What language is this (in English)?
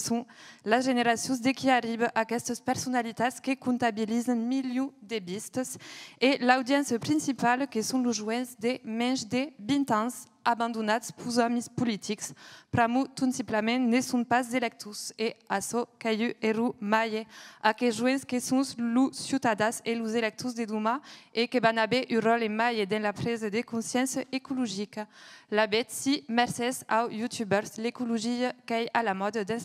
Occitan